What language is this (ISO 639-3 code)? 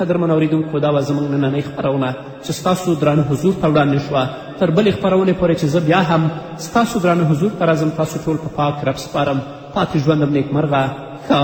pus